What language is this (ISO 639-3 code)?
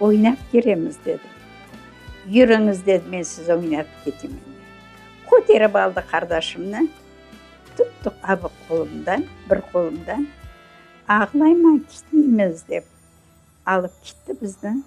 crh